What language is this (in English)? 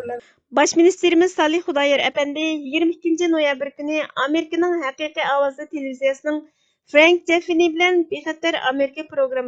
Uyghur